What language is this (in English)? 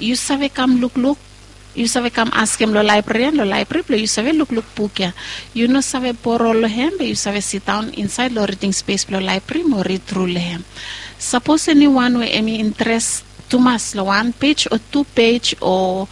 Bislama